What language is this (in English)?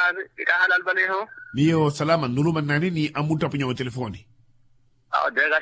Makhuwa